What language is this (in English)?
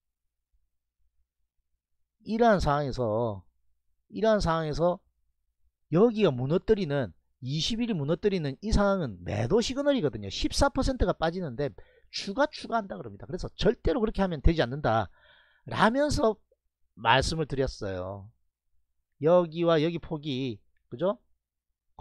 Korean